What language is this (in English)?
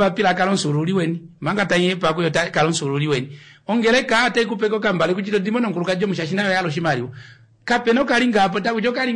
Kuanyama